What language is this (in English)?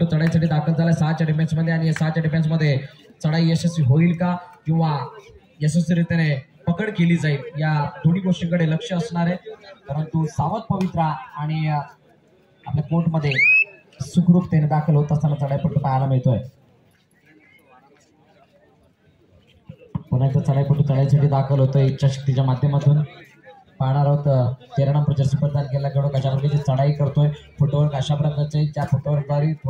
Marathi